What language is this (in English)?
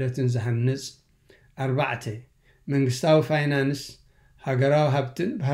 Tigrinya